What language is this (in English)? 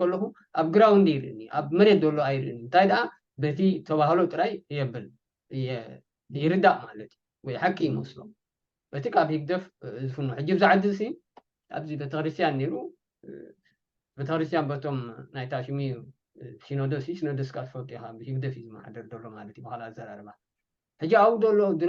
Tigrinya